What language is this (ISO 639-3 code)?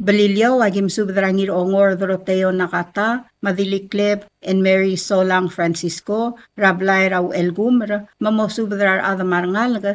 pau